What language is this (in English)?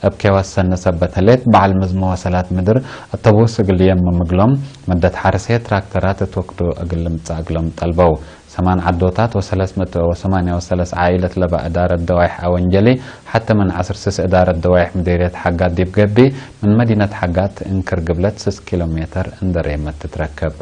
Tigre